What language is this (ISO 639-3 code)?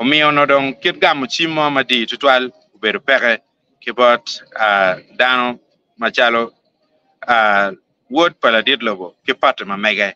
ach